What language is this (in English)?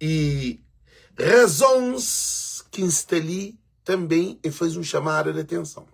Kabuverdianu